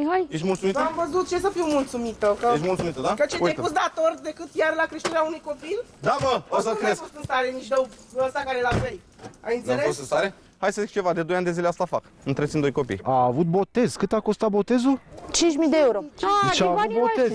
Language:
Romanian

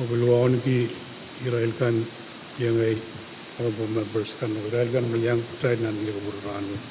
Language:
Pohnpeian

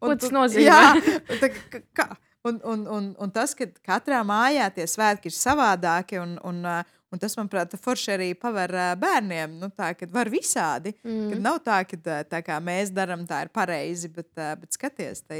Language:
Latvian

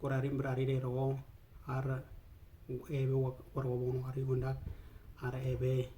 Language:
Western Dani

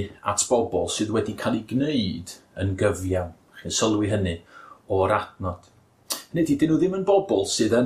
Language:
Welsh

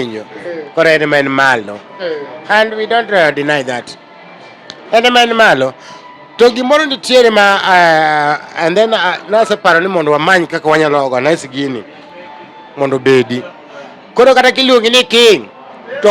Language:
Luo (Kenya and Tanzania)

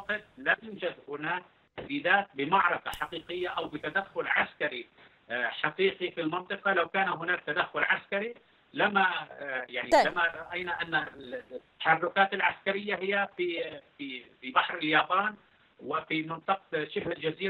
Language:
Arabic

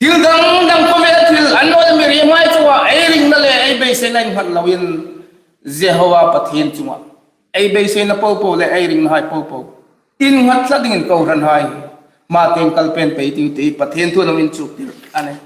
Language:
Hmar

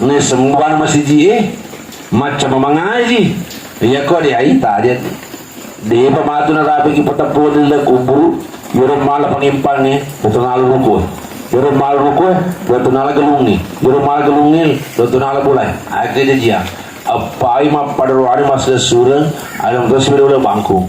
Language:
Buginese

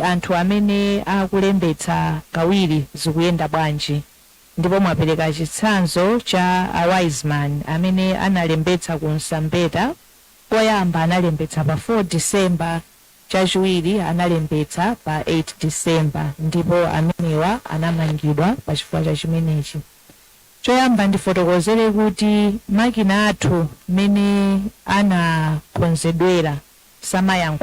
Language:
Nyanja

